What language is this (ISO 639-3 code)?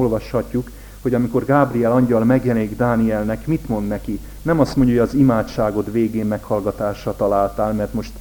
hun